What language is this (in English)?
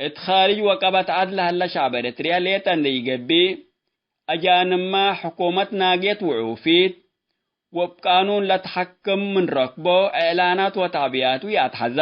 Tigre